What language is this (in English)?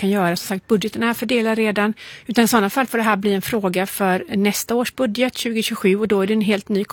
Swedish